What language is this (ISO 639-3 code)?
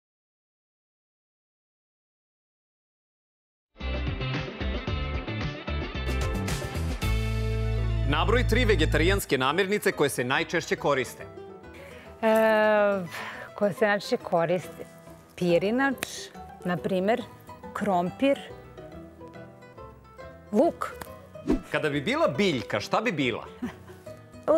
srp